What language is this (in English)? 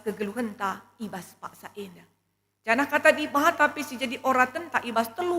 Batak Karo